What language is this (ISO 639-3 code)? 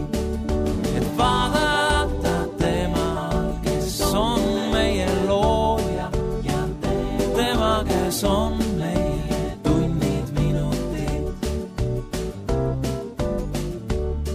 est